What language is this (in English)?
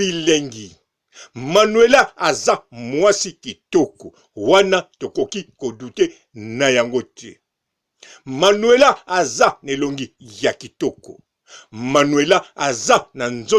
Lingala